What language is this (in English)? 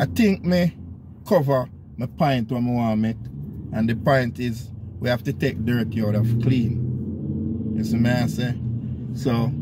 Jamaican Creole English